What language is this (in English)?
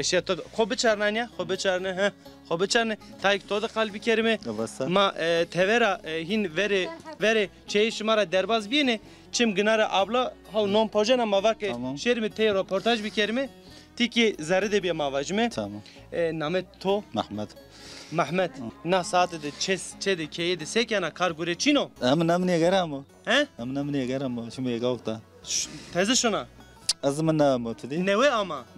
Zaza